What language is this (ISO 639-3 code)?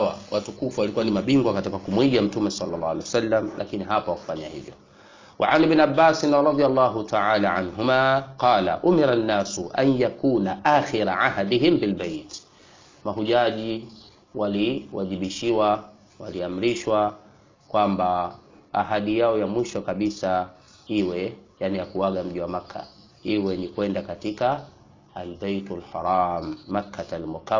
swa